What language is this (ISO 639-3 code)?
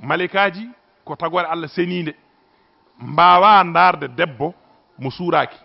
ful